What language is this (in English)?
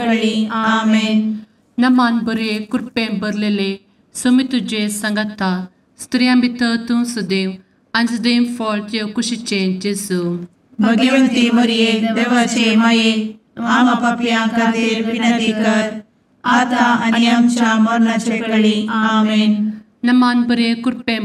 Konkani